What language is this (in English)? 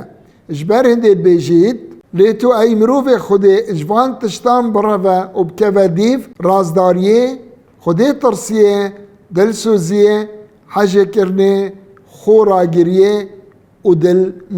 Kurdish